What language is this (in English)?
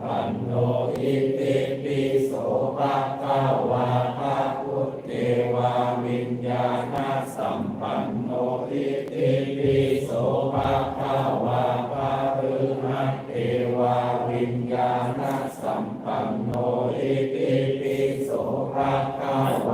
Pali